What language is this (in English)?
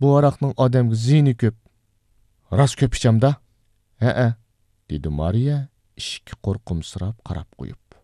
Uyghur